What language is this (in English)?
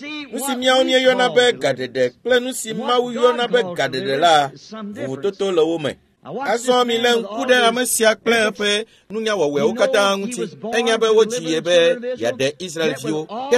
Ewe